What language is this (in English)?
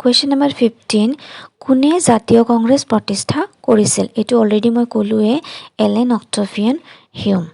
Assamese